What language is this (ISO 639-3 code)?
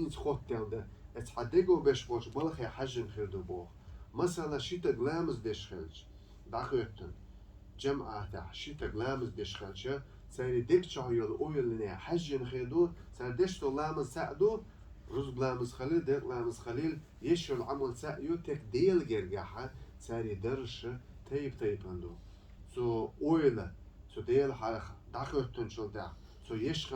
che